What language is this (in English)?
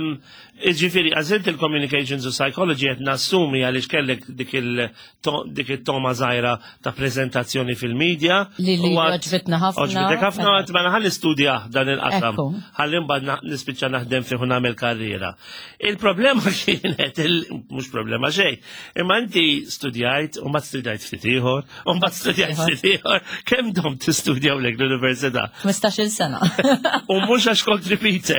Maltese